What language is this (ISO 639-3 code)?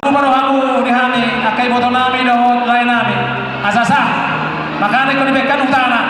bbc